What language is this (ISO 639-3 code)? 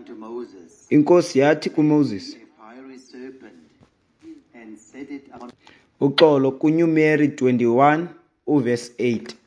xho